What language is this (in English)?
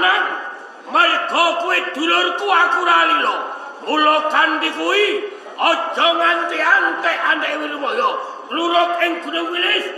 Javanese